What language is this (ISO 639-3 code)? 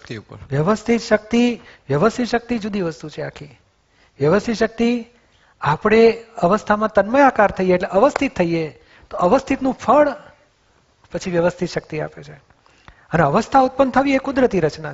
guj